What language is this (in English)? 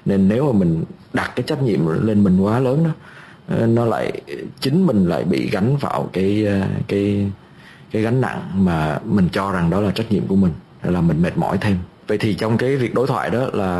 Vietnamese